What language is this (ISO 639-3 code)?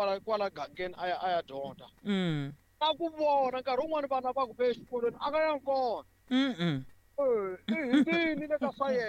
tso